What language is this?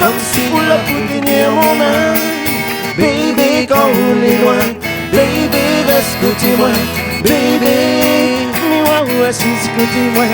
Réunion Creole French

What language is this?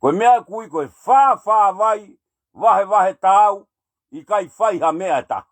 Tongan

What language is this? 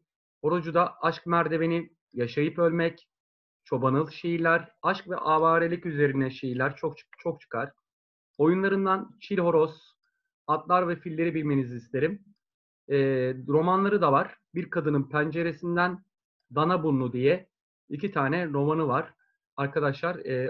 Turkish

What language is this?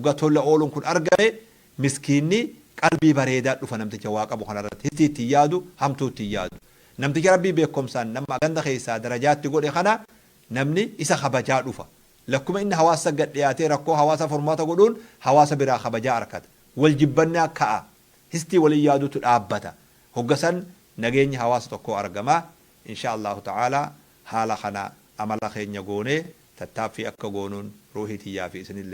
Oromo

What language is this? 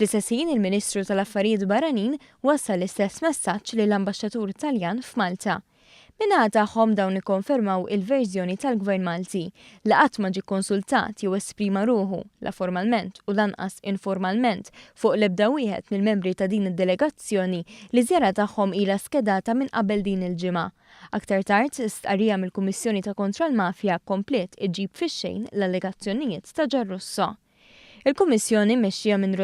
Maltese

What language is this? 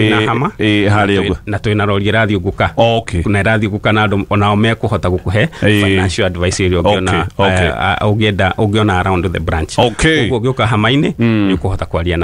Kikuyu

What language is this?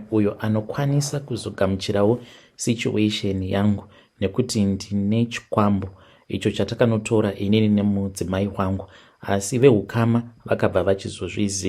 Shona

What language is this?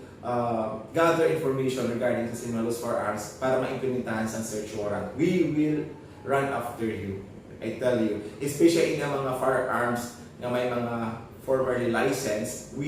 Hiligaynon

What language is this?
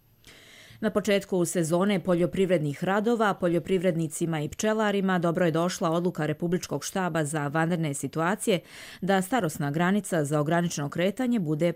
Bosnian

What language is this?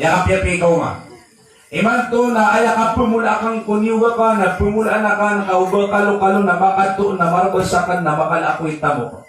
Maranao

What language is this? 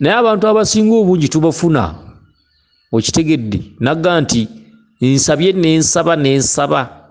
Ganda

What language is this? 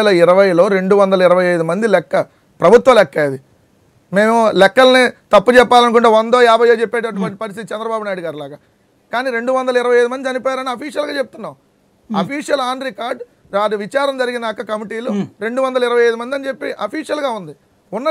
Telugu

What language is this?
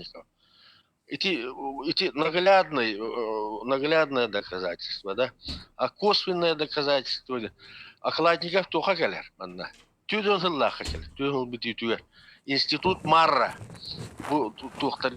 Yakut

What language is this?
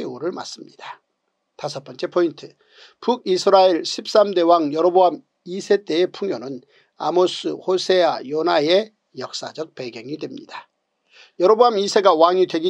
Korean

